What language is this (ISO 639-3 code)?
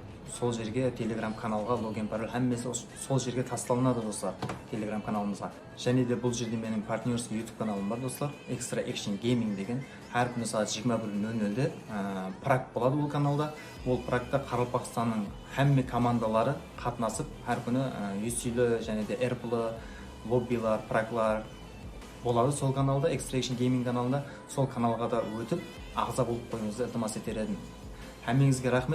kaa